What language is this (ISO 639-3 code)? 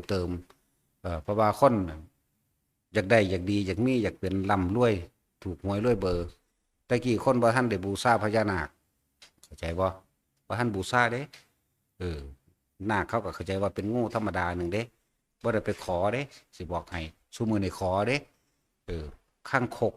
tts